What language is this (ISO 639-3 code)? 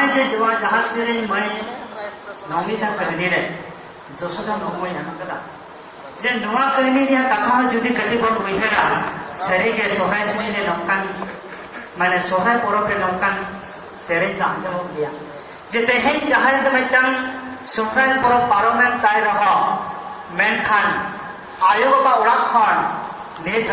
sat